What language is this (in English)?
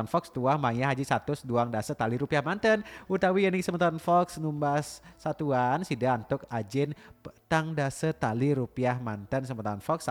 Balinese